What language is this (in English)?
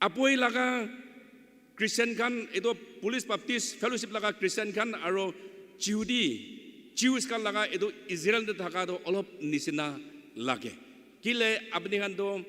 Naga Pidgin